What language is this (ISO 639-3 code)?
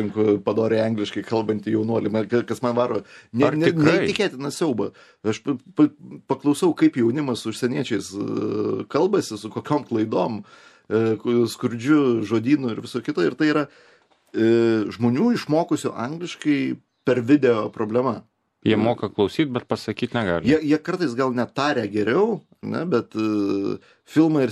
lit